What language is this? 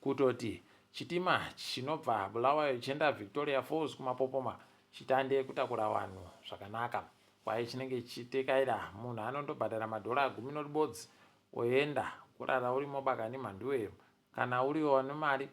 Ndau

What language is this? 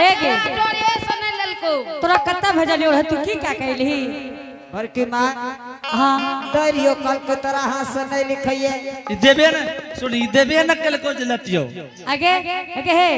Angika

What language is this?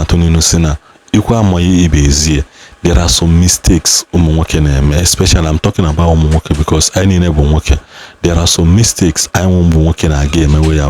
Igbo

